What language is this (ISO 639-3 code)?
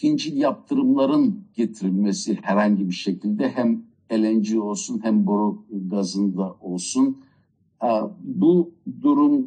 tur